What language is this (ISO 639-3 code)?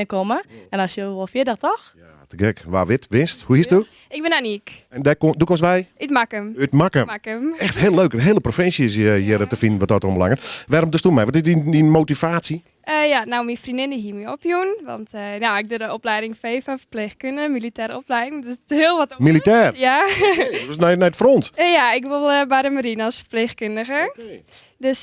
fry